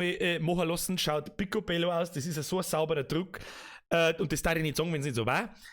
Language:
Bavarian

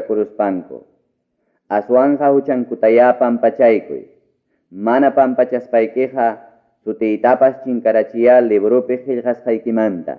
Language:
Ayacucho Quechua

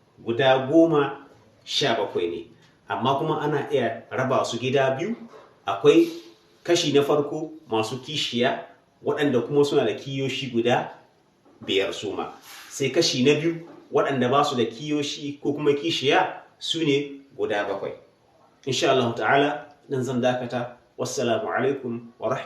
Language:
Hausa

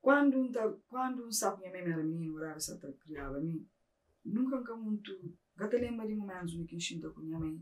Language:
Kabuverdianu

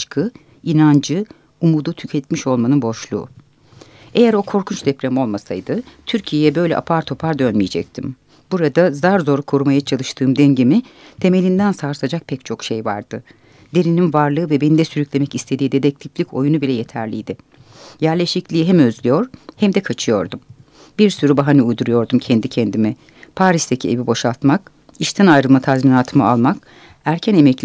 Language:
Turkish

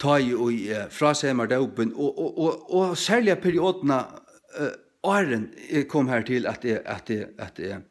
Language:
Faroese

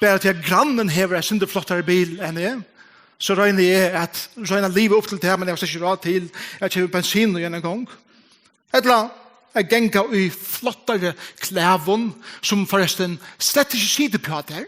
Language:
Faroese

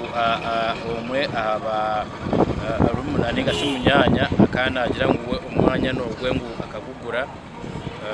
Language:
Nyankole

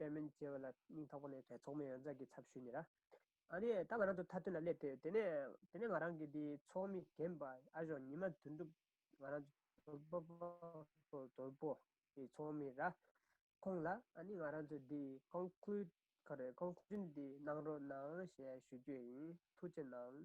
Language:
Tibetan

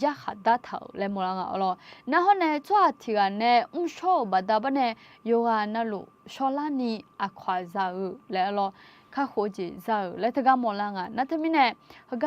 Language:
Akha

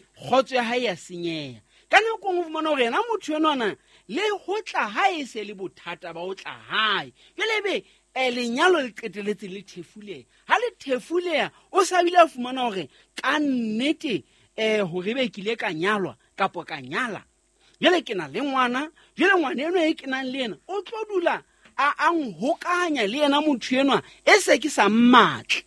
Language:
Southern Sotho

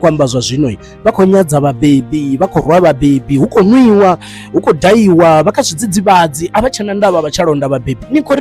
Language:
Venda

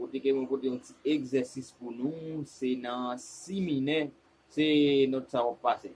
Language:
Haitian Creole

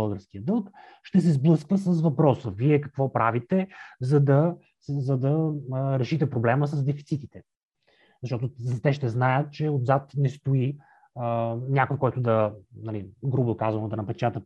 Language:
Bulgarian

